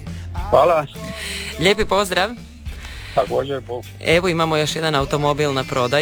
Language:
Croatian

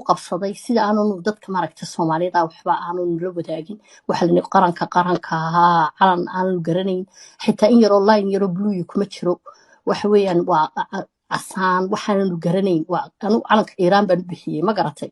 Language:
Somali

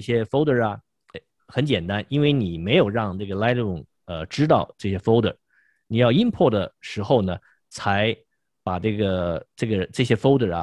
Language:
Chinese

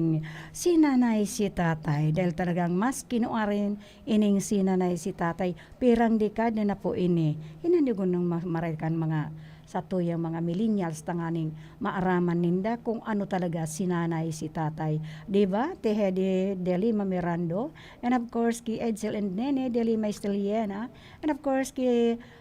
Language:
Bikol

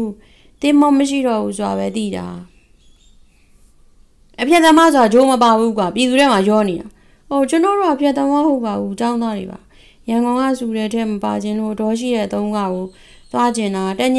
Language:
Burmese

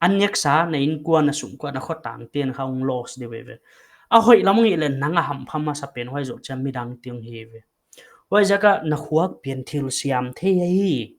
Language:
Paite Chin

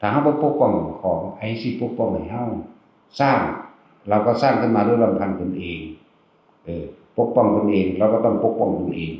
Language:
Northeastern Thai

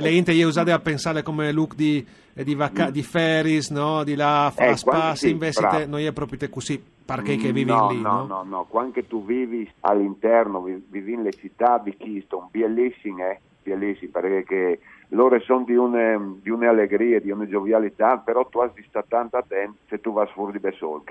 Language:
Friulian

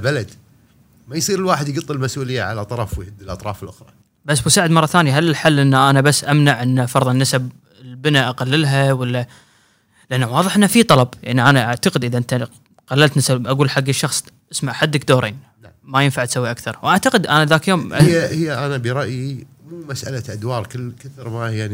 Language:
Gulf Arabic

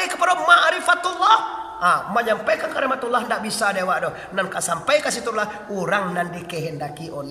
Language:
Minangkabau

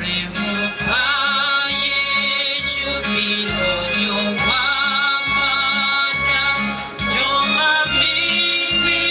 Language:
Acoli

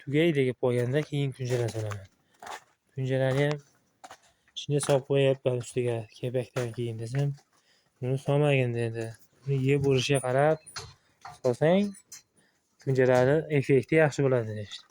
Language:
Uzbek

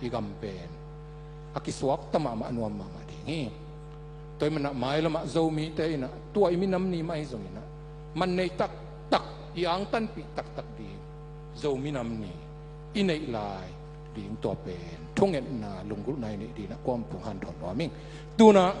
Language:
Tedim Chin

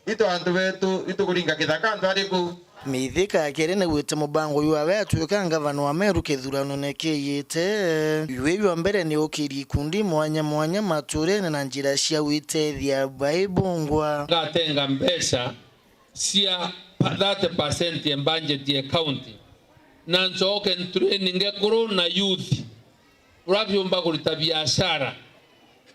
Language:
Meru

